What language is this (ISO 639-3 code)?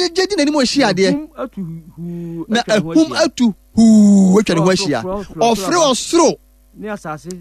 aka